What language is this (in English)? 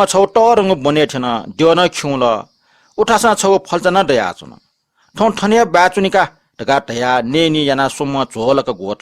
Newari